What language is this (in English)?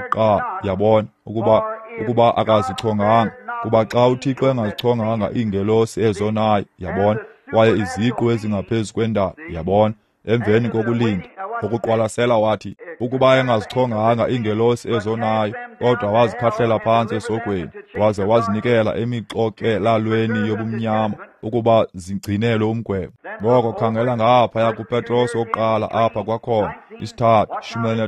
Xhosa